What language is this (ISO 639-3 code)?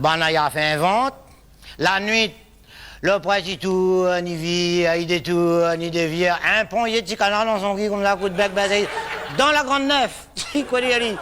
rcf